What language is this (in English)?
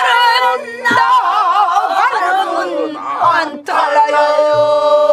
Korean